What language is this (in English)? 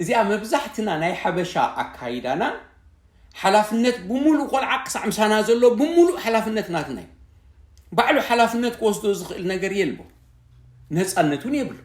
Tigrinya